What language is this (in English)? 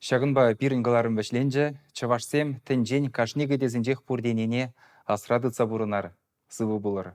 Chuvash